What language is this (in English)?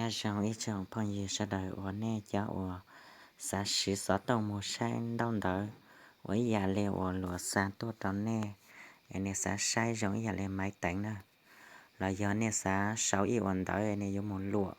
Hmong